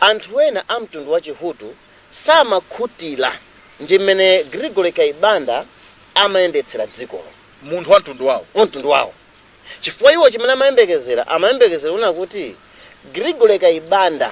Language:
Nyanja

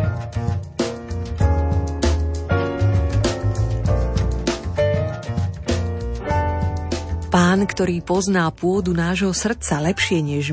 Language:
Slovak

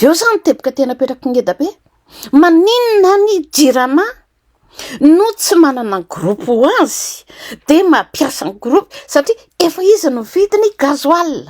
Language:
Malagasy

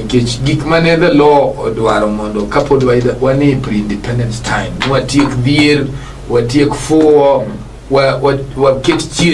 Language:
Luo (Kenya and Tanzania)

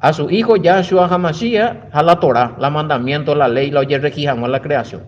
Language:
Guarani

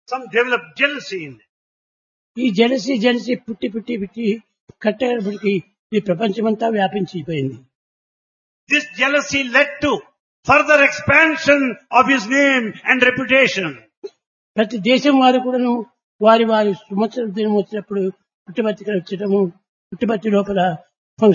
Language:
Telugu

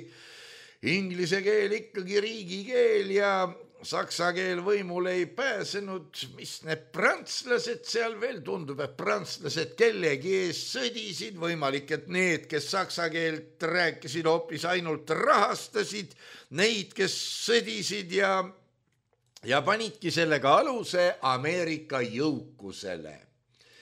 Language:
Estonian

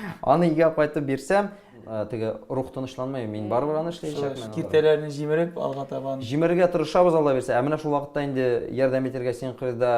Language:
Tatar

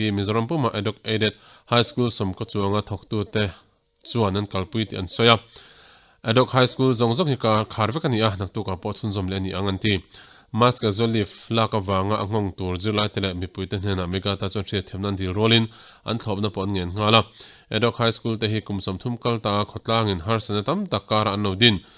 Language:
Mizo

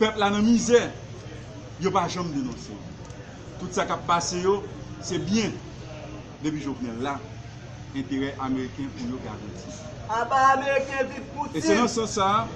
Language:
Haitian Creole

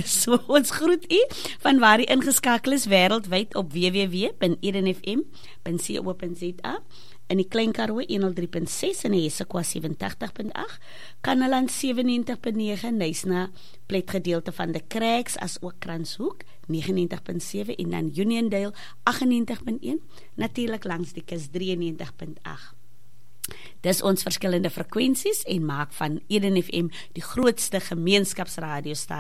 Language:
Afrikaans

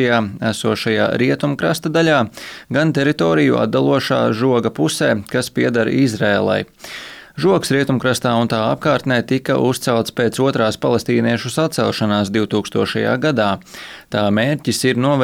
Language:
Latvian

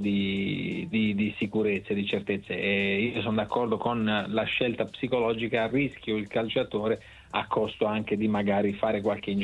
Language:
Italian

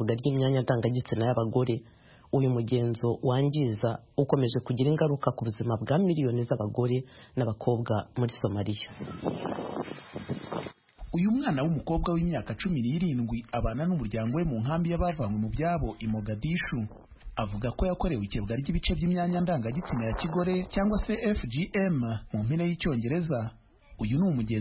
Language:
Kinyarwanda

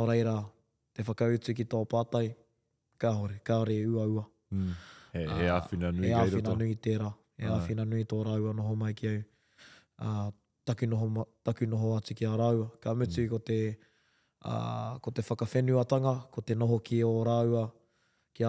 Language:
Māori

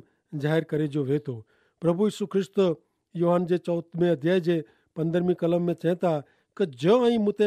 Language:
Kachhi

